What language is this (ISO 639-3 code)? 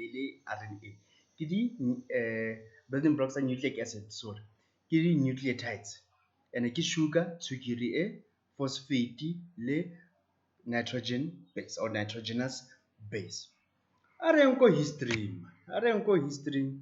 tsn